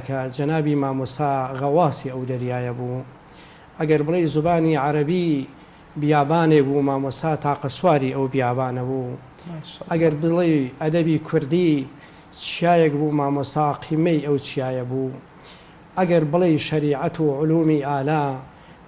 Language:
Central Kurdish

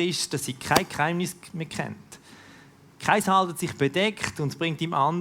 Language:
Swiss German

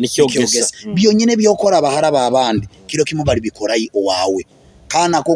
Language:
Nyoro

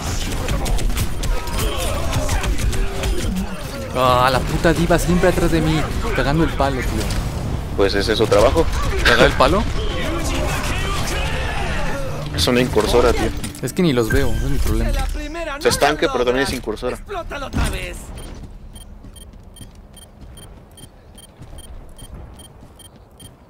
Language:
Spanish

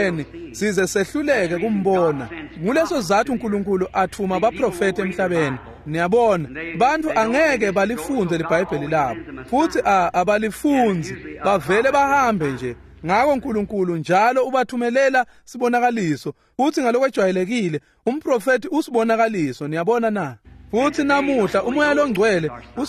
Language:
Swati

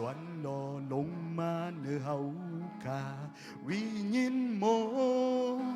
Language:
Shan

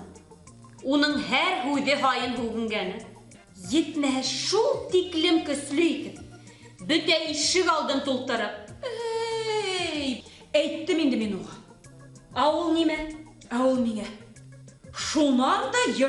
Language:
Bashkir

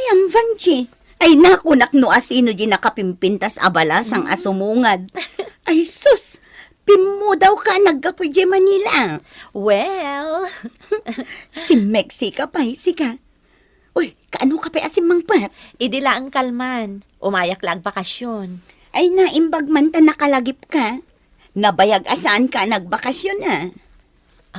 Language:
Iloko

